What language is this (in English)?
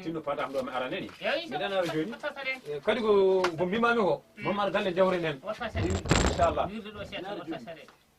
Fula